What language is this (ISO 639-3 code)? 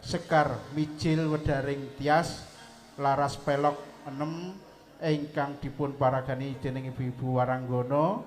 jav